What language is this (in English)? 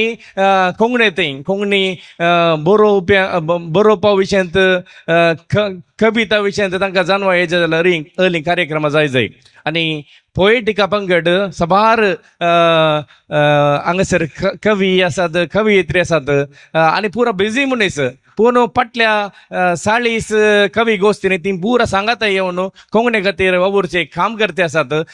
Konkani